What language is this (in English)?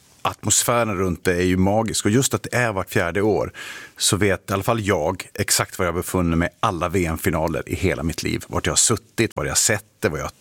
Swedish